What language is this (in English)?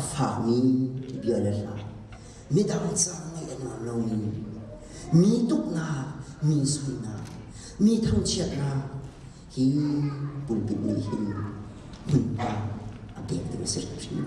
Hakha Chin